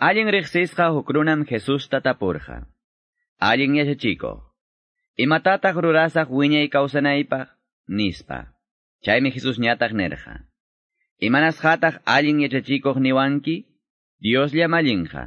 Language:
Quechua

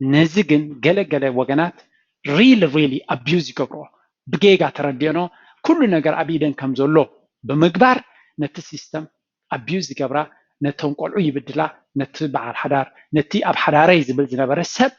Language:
Tigrinya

